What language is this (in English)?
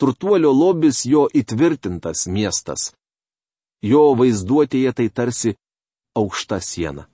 Lithuanian